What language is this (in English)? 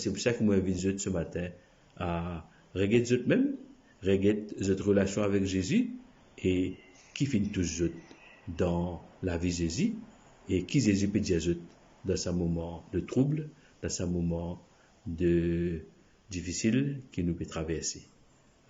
Morisyen